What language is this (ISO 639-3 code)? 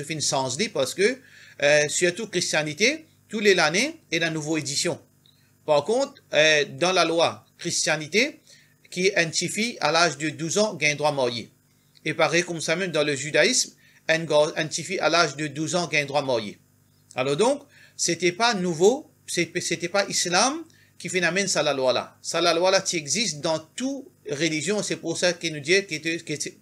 mfe